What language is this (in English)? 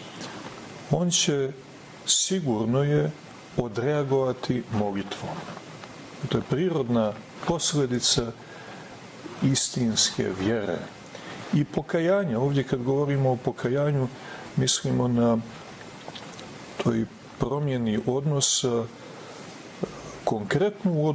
Serbian